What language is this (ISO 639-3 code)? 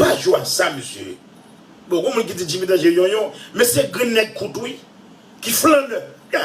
hat